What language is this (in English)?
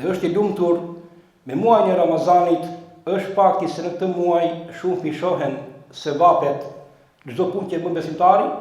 Albanian